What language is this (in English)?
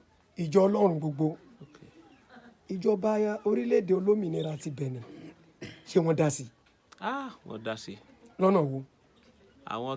Yoruba